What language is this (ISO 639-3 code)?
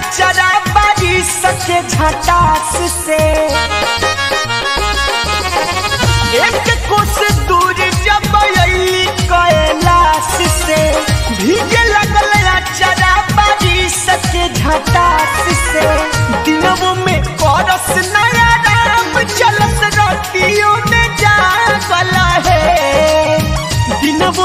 bho